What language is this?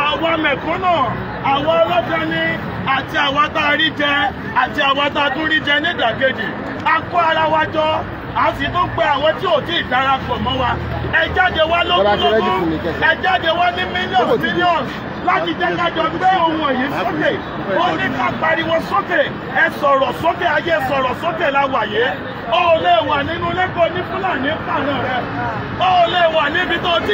Yoruba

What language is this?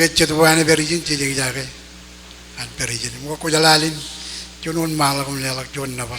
Marshallese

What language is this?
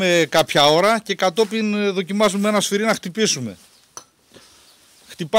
Greek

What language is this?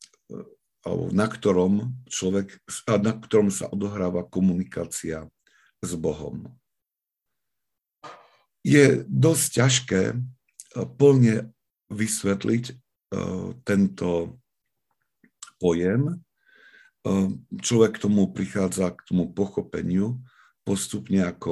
Slovak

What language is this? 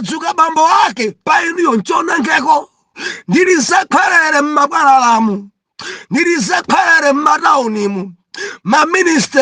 Nyanja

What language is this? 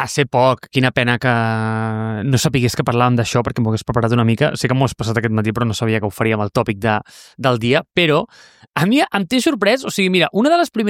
Catalan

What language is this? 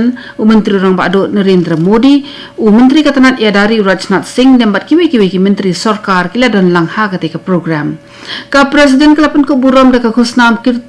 Khasi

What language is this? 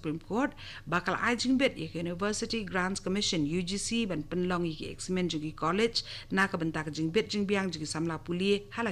Khasi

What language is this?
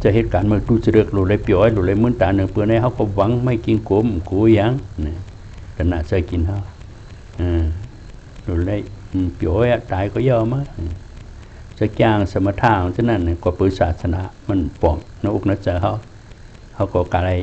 Shan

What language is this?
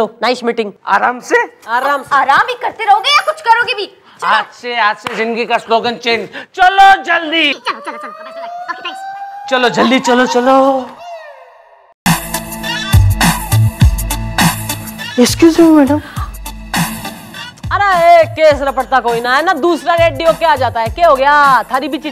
Hindi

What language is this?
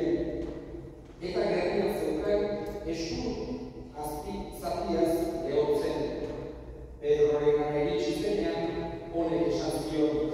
Basque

